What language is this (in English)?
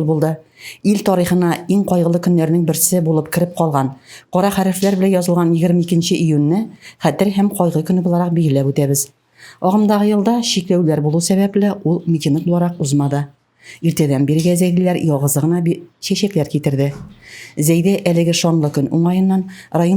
Tatar